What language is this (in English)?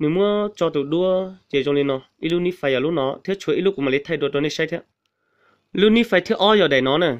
Hmong